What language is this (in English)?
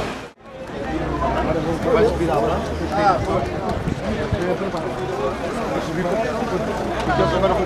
Portuguese